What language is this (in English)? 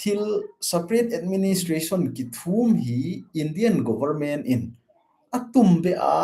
Thado Chin